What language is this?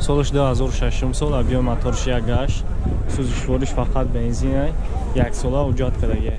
Tajik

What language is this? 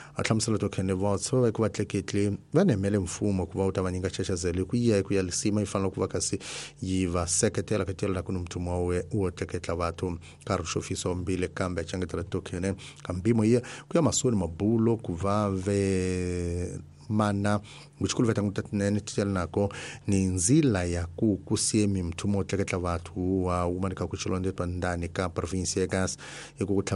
Tsonga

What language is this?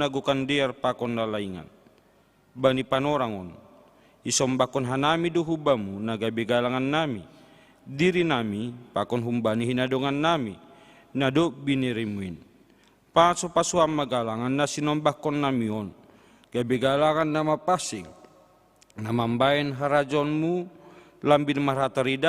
Batak Simalungun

